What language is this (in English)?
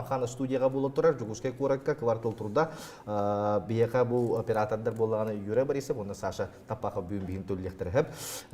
Yakut